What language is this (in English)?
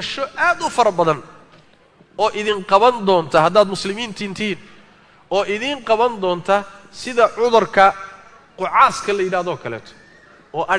Somali